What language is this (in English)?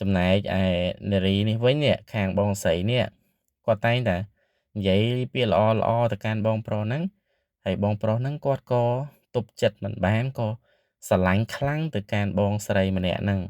Khmer